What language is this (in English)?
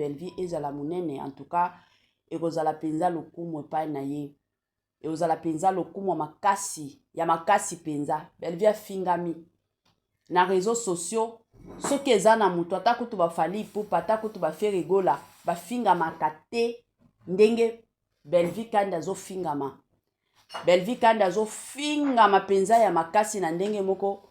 Lingala